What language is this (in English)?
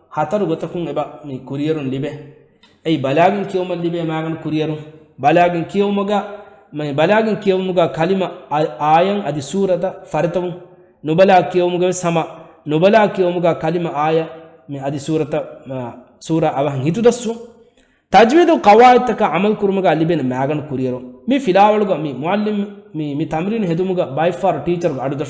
Divehi